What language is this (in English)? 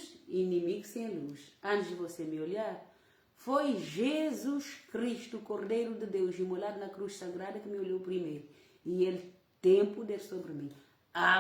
Kabuverdianu